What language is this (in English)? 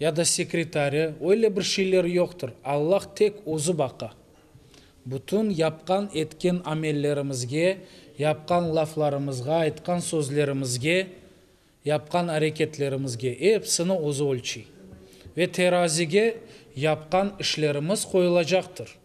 Crimean Tatar